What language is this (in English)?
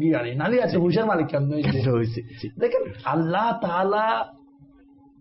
Bangla